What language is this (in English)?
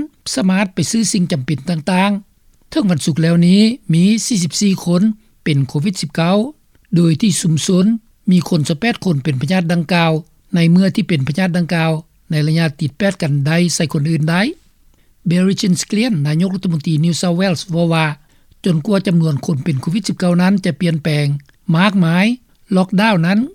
Lao